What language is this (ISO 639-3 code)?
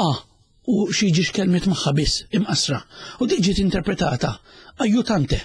mlt